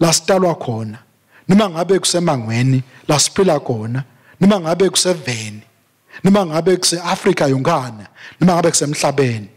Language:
Swati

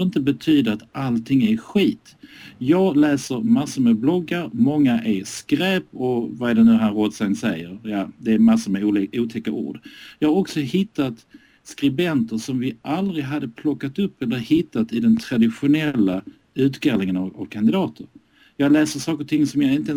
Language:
Swedish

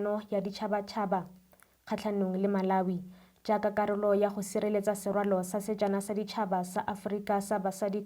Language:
Tswana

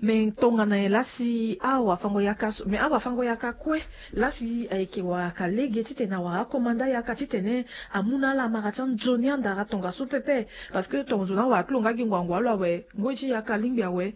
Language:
Sango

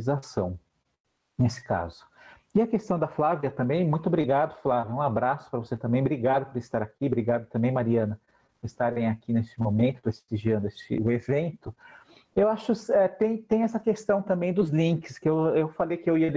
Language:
Portuguese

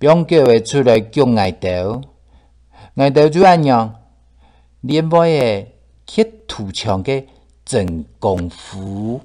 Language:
Hakka Chinese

